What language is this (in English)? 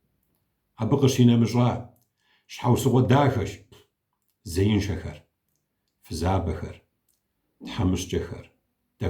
Kabardian